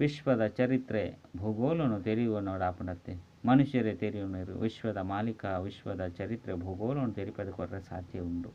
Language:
Tulu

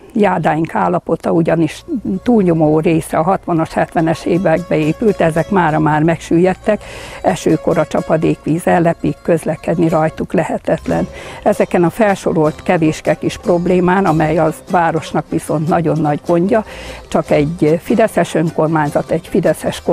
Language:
Hungarian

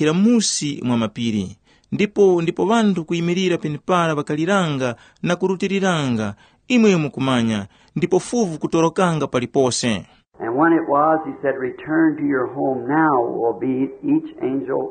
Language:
Tumbuka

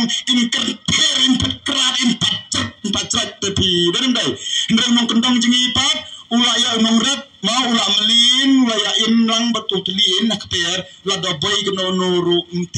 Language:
Khasi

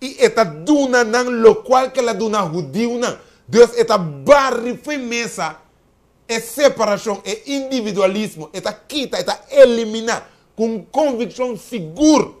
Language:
Papiamento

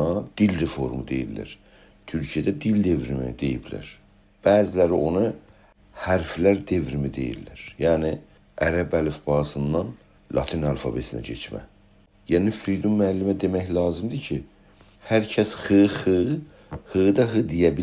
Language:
South Azerbaijani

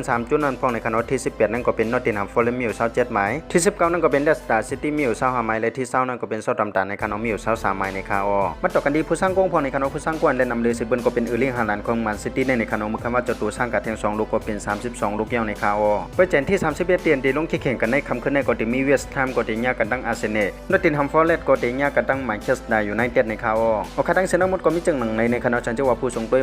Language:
Shan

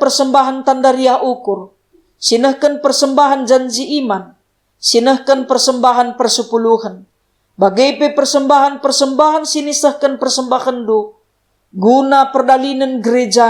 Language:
Batak Karo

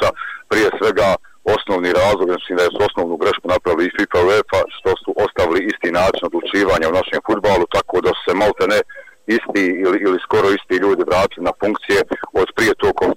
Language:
Bosnian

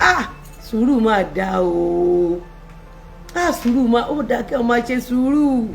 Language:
Yoruba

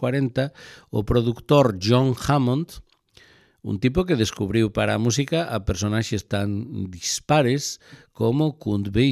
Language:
Galician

